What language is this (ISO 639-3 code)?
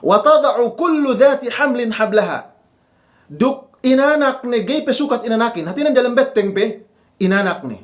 yka